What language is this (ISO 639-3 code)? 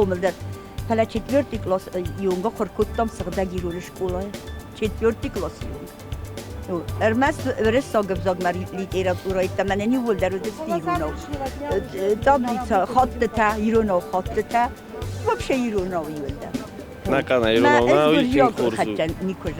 oss